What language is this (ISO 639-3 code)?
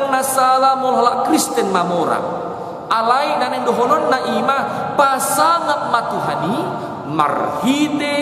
bbc